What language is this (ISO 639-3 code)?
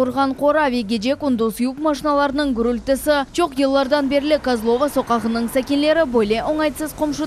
crh